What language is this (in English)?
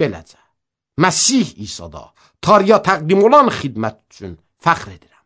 Azerbaijani